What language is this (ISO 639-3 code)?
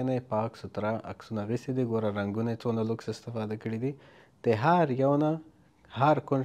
pus